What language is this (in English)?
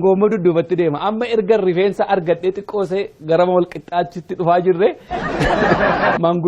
Oromo